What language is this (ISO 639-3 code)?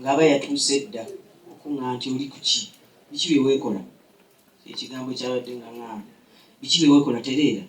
lug